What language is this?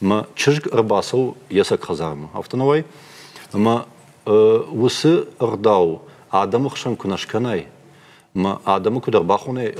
Ossetic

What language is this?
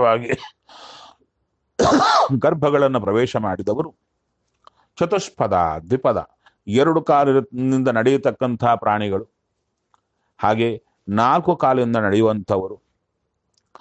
Kannada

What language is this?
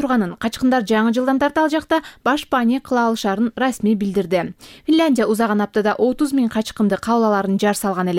Kyrgyz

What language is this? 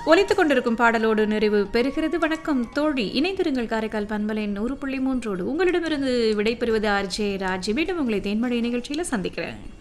Tamil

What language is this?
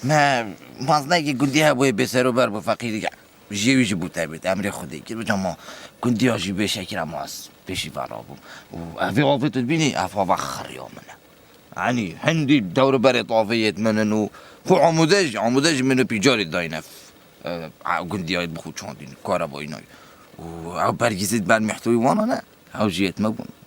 Kurdish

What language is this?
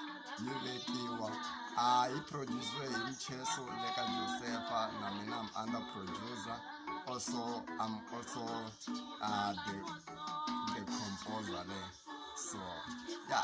Tsonga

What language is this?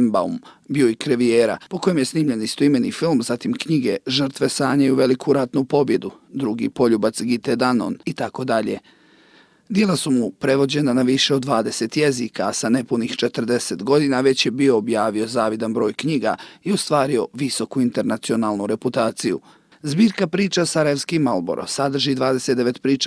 Bosnian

